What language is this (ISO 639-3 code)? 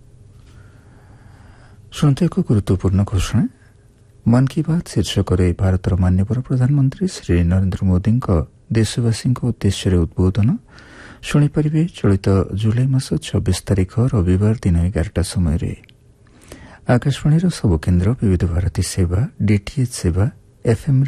ori